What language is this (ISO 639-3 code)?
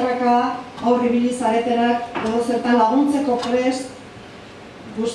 eus